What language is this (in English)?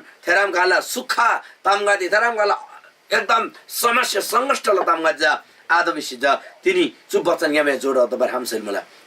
Eastern Tamang